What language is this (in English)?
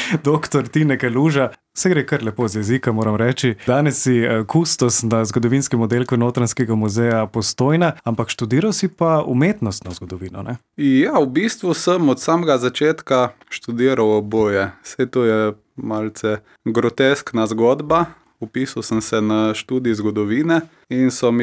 Slovenian